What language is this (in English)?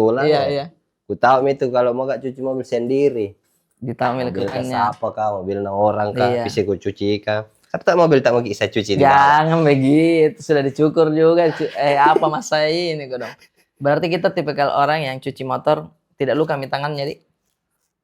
Makassar Malay